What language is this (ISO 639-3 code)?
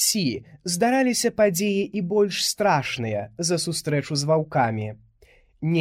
bel